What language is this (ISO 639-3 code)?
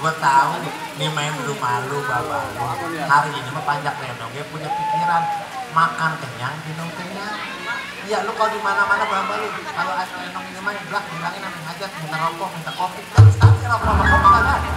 bew